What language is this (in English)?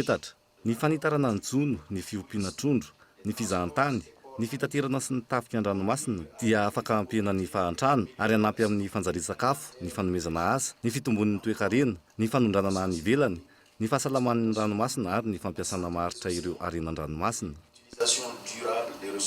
Malagasy